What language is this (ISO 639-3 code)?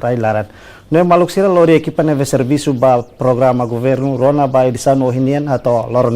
tet